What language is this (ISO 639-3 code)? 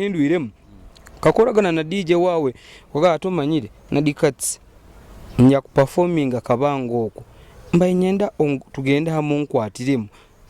nyo